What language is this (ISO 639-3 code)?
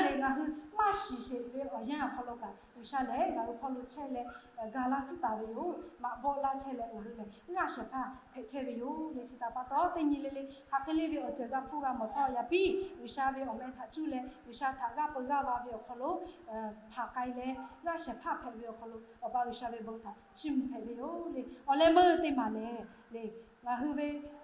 lhu